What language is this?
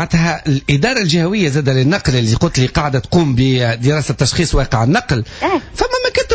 Tunisian Arabic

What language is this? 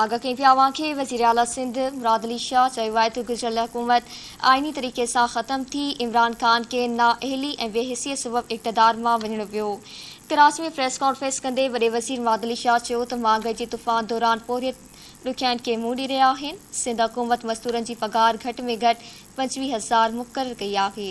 Sindhi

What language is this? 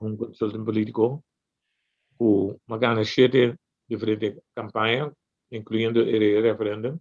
Papiamento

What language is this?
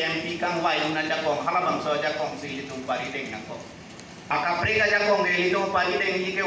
Karbi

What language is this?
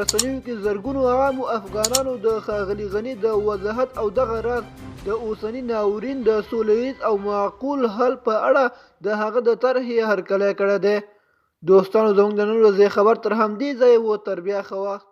Pashto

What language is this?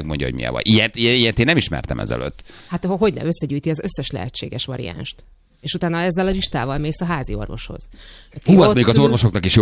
Hungarian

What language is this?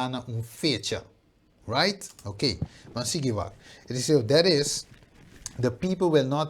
Papiamento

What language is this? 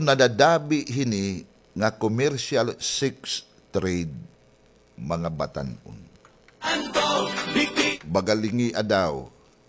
Waray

